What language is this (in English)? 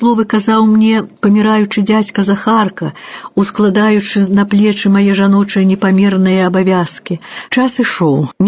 Belarusian